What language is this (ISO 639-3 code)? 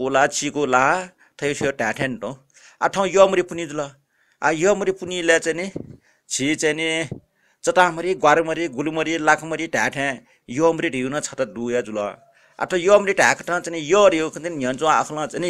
new